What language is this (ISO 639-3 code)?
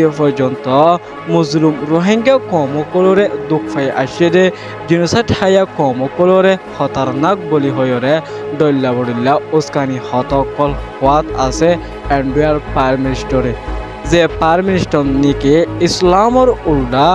rhg